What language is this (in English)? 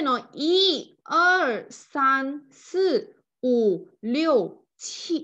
Chinese